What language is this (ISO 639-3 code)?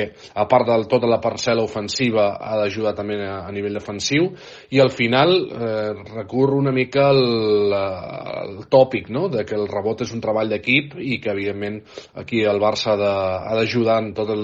cat